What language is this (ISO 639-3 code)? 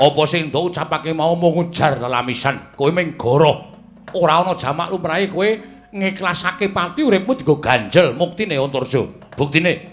jav